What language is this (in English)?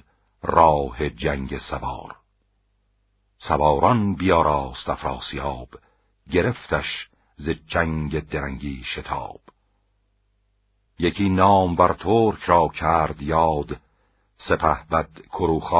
Persian